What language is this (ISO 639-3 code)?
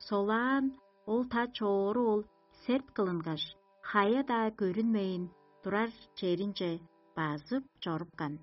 tyv